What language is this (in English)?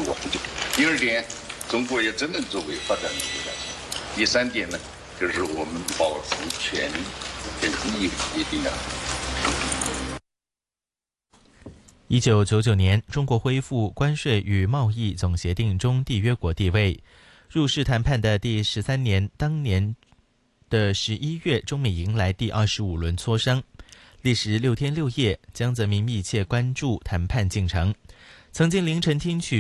Chinese